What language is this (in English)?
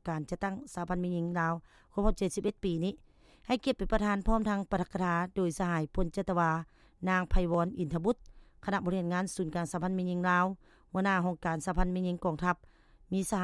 Lao